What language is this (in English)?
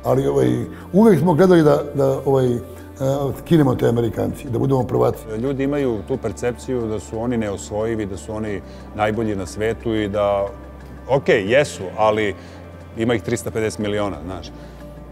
Serbian